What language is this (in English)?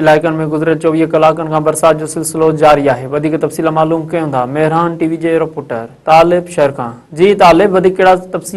Sindhi